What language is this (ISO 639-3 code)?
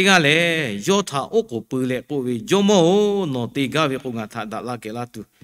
lhu